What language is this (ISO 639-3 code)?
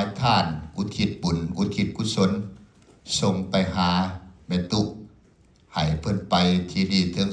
lao